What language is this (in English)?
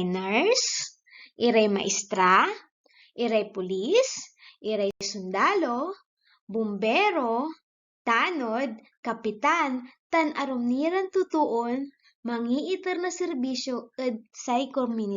Pangasinan